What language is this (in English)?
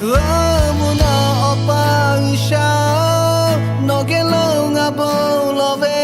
Lahu